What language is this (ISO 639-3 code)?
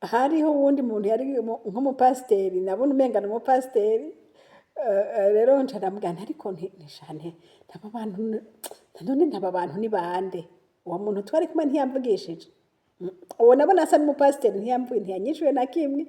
run